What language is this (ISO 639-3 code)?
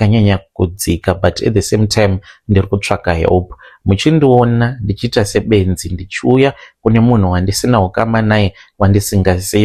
sna